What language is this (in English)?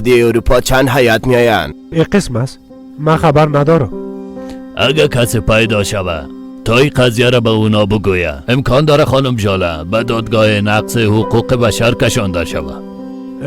Persian